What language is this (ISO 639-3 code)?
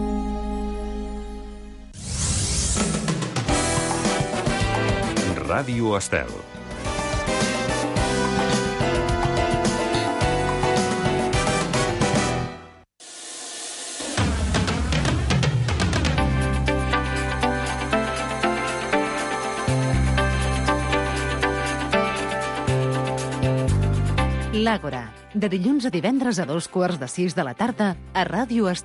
cat